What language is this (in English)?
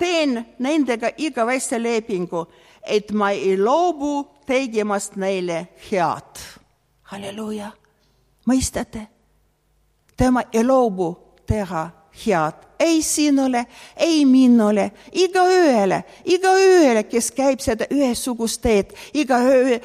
Estonian